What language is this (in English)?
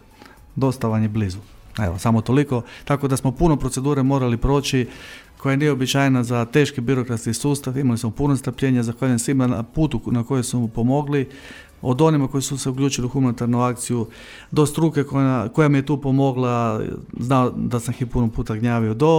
Croatian